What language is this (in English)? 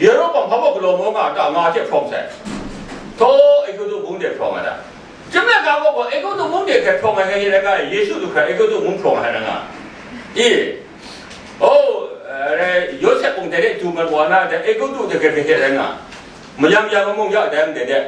Kachin